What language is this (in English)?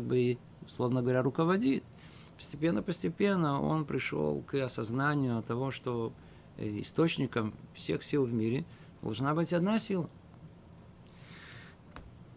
Russian